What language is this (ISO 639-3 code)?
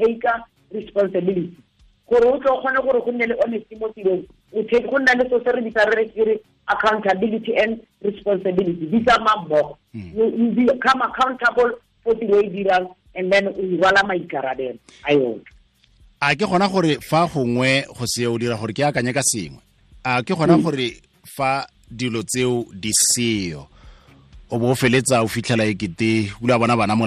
tsn